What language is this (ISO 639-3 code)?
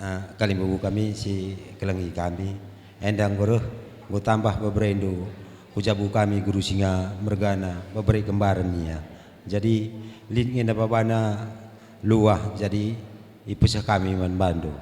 btx